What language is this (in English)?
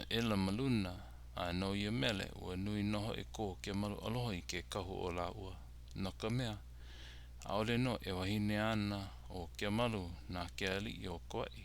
Hawaiian